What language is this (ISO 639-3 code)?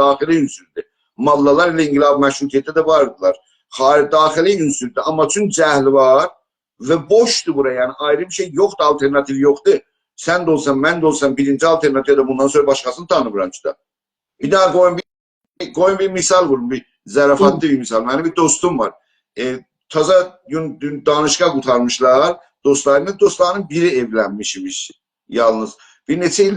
azb